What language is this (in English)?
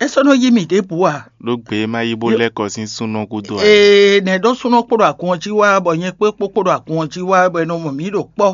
Fon